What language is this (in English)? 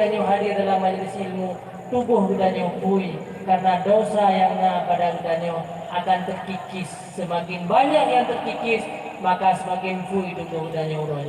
Achinese